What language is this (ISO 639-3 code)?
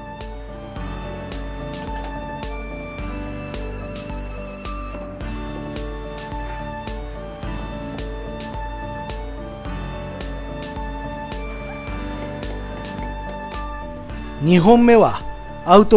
jpn